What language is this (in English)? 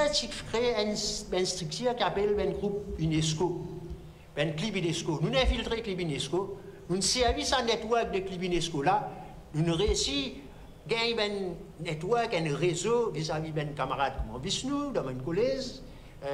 Morisyen